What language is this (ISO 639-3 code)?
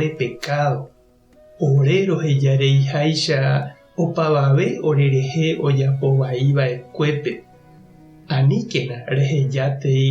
grn